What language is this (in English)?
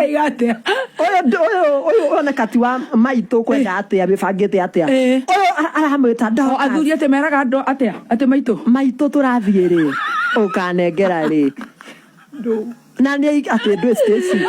Kikuyu